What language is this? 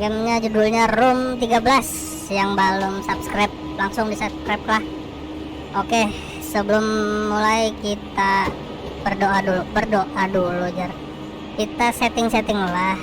Banjar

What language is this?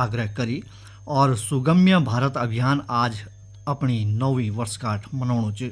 Garhwali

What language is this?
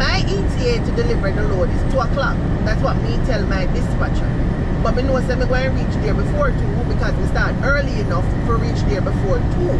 Jamaican Creole English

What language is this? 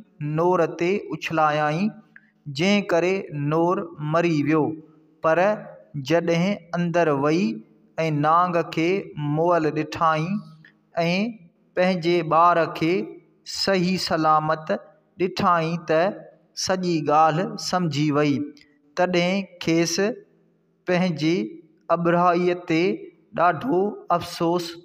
Sindhi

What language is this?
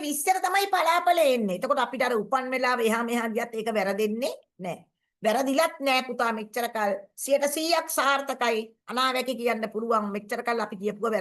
Sinhala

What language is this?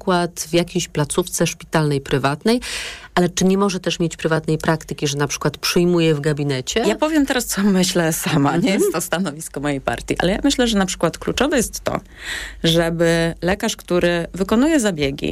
Polish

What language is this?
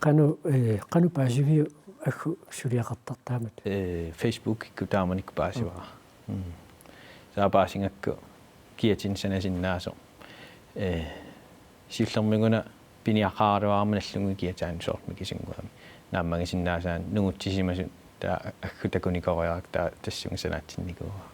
Kalaallisut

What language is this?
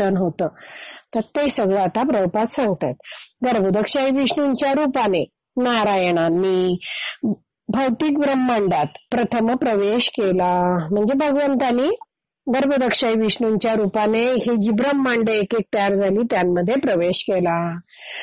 Marathi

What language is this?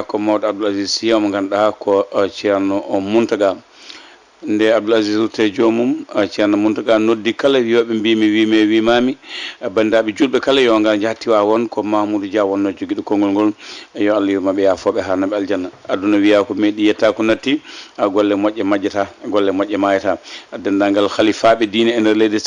Fula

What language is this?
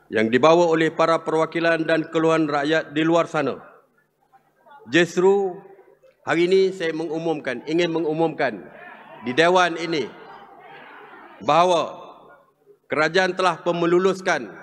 Malay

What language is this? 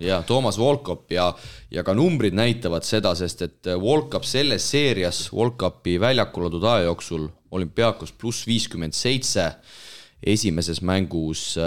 Estonian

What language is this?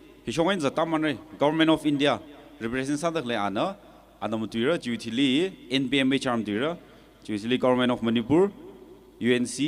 Tangkhul Naga (India)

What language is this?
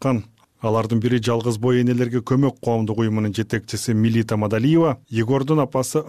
Kyrgyz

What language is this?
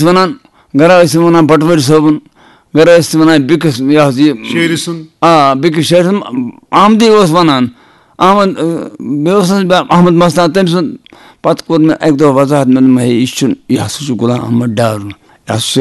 Kashmiri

